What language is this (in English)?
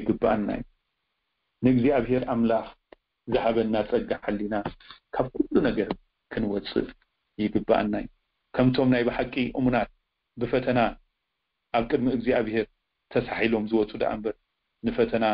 Tigrinya